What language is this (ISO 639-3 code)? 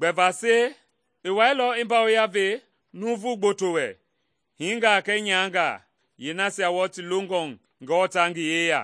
men